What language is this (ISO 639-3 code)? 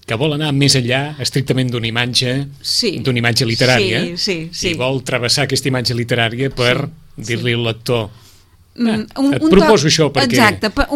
cat